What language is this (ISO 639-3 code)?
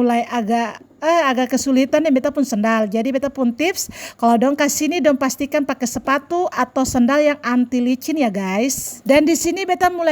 abs